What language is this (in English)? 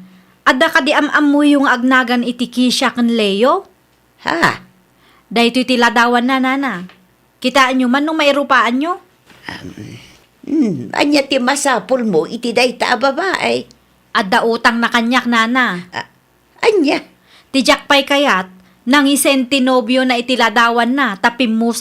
Iloko